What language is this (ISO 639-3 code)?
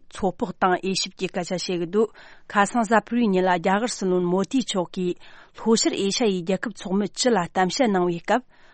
bod